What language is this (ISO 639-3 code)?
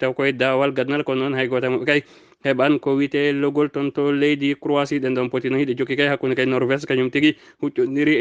ful